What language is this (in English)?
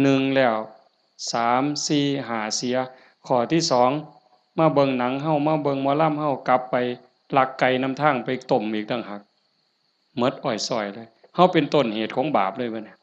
Northeastern Thai